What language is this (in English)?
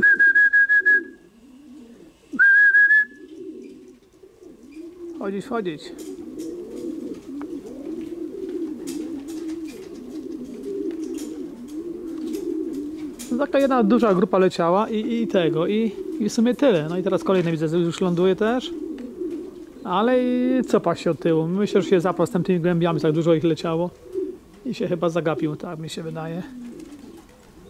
Polish